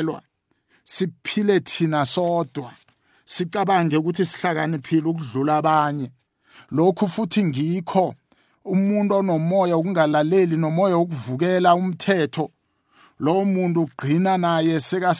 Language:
South Ndebele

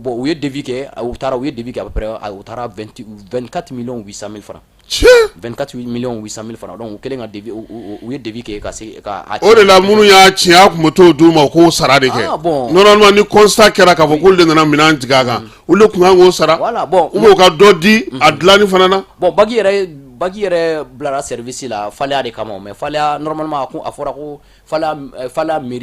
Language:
Bambara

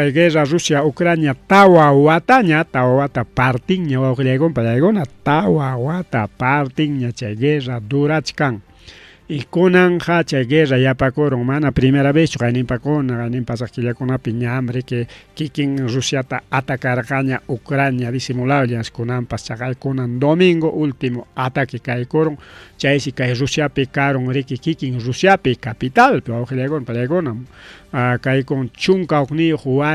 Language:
Ayacucho Quechua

